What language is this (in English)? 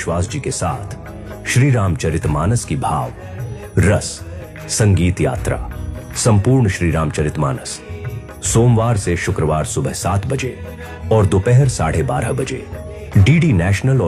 Hindi